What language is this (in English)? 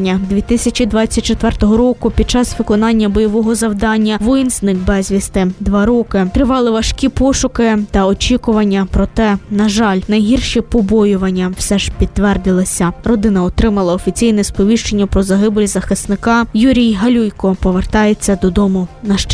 Ukrainian